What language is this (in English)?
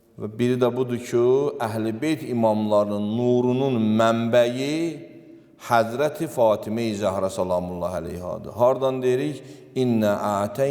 Azerbaijani